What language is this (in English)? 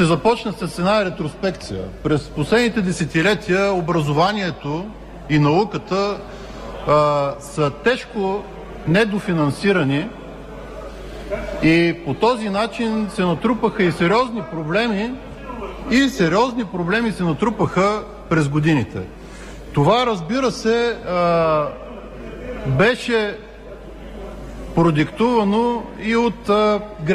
Bulgarian